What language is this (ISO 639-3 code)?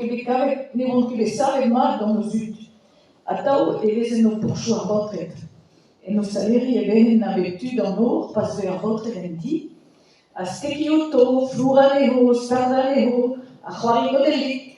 bre